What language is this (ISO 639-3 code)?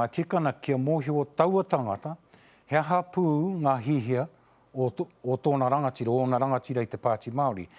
mri